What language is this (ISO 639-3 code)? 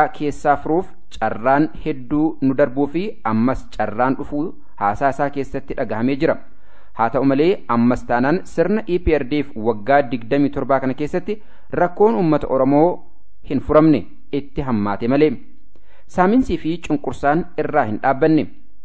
orm